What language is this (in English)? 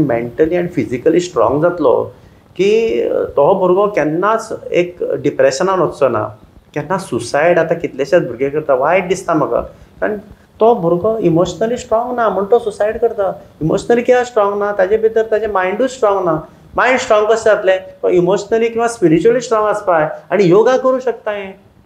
Konkani